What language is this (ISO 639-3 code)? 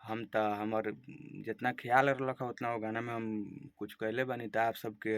bho